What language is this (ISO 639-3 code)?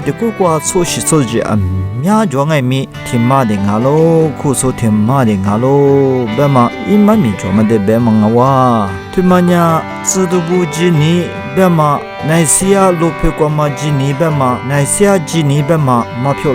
lis